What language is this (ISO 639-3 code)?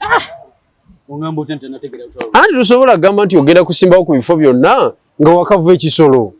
lug